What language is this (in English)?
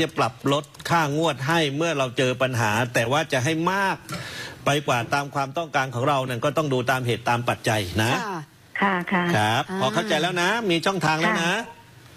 Thai